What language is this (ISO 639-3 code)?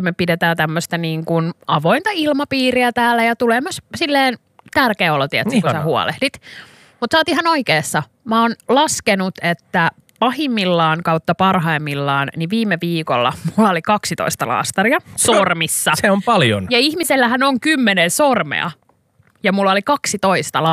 fin